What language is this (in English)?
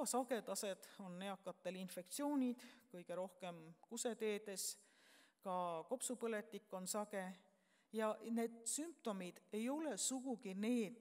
Estonian